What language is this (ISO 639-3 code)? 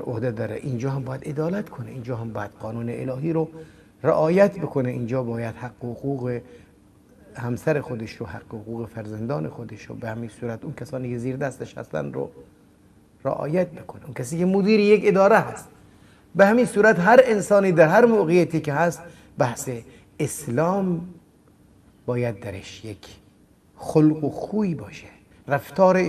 fas